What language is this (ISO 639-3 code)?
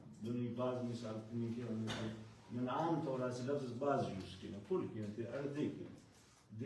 brh